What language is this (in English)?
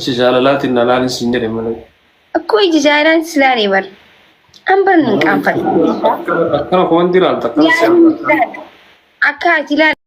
Oromo